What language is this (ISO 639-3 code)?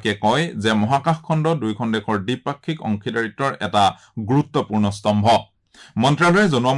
asm